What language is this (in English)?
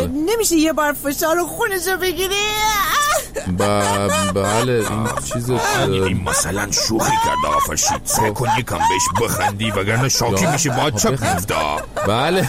Persian